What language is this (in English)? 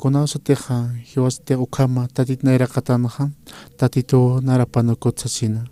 Aymara